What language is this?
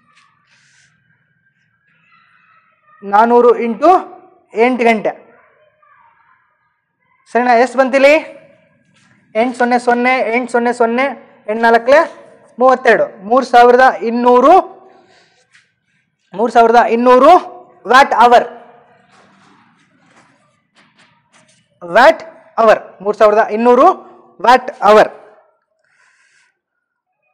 Kannada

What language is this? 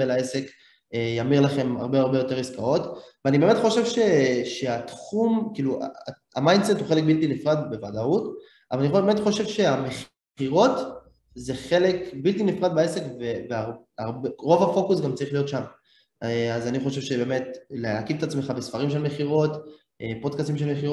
Hebrew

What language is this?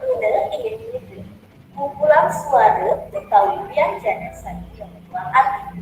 Balinese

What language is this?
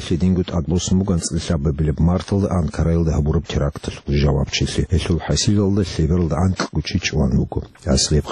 Avaric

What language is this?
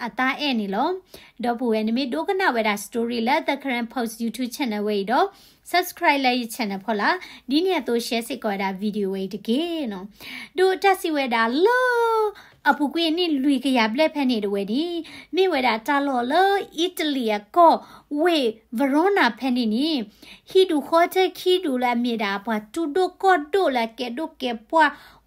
S'gaw Karen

